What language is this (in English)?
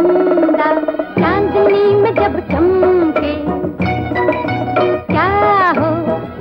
Hindi